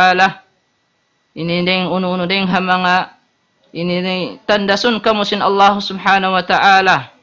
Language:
Tausug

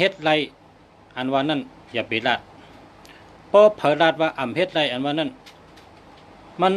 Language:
Shan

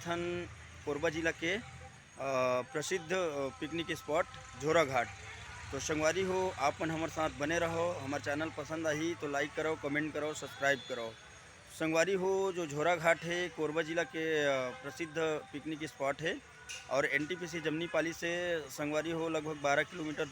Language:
Chhattisgarhi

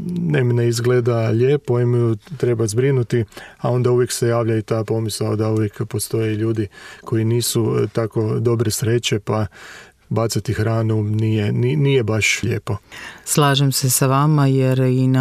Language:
Croatian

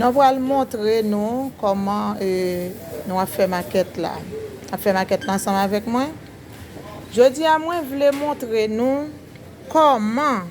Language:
Haitian Creole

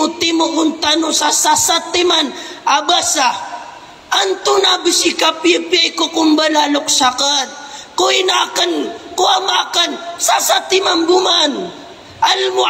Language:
Maranao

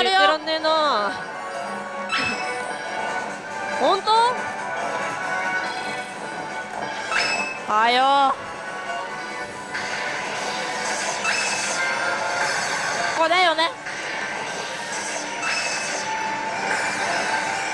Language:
Japanese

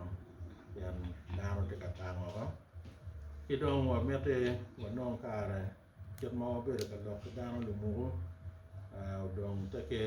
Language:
Acoli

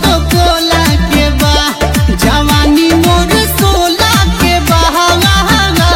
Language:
Bhojpuri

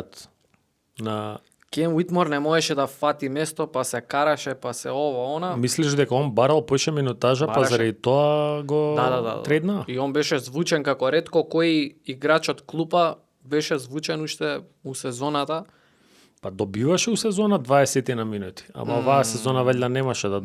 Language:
Macedonian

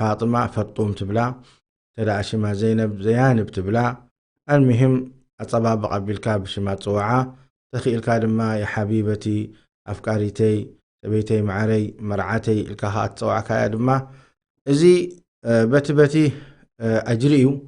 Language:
Tigrinya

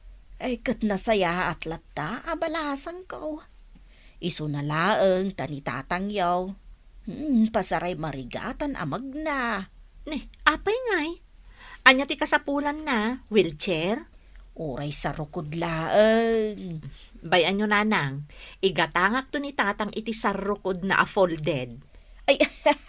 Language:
Iloko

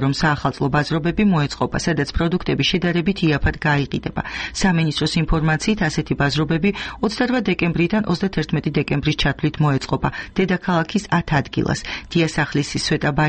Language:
Georgian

